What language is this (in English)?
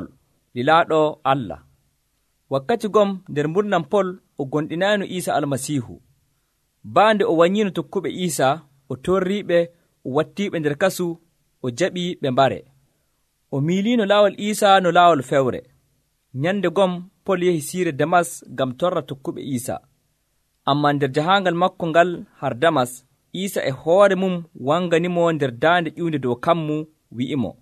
Nigerian Fulfulde